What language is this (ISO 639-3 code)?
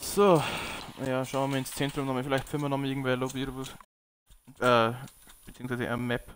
bar